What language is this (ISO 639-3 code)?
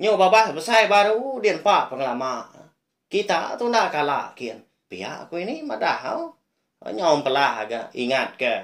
iba